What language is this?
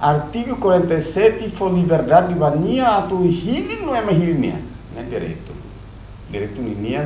Tetum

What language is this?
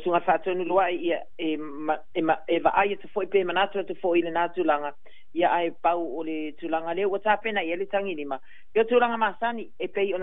Samoan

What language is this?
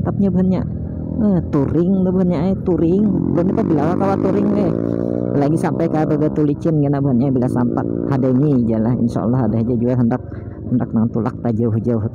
Banjar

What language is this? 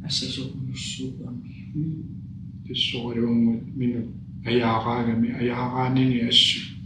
Kalaallisut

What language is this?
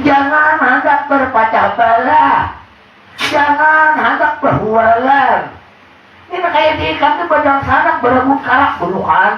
Banjar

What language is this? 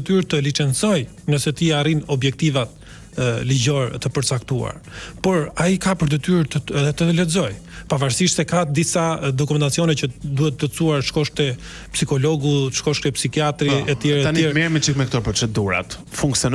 Albanian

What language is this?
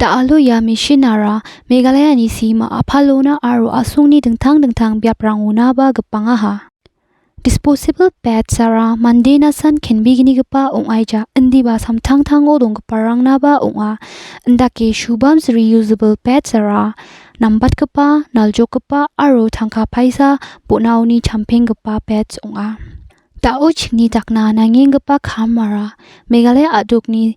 Garo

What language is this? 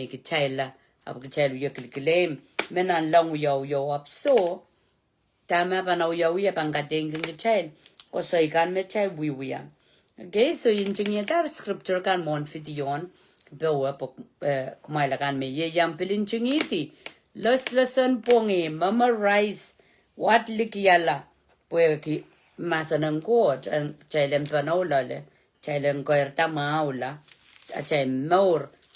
Pohnpeian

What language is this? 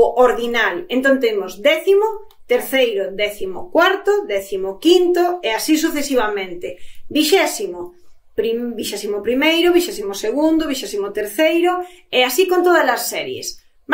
Galician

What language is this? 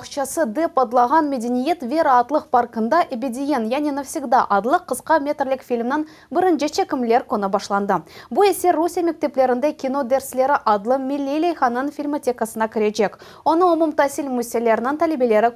Crimean Tatar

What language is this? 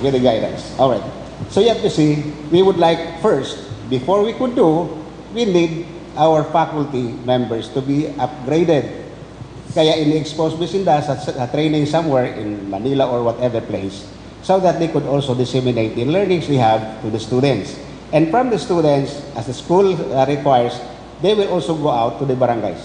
Bikol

